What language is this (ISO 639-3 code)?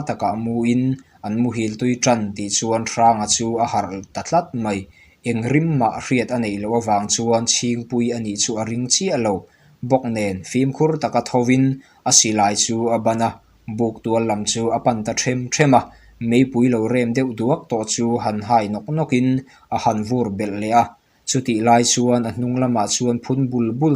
lus